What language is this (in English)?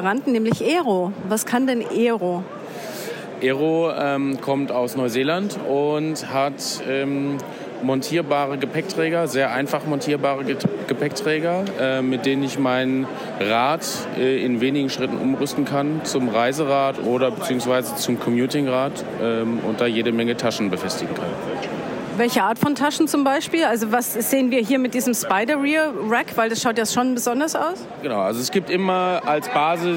German